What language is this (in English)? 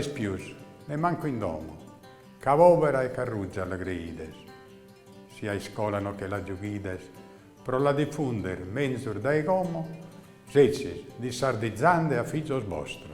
Sardinian